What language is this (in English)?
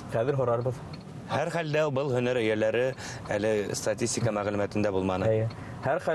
Bashkir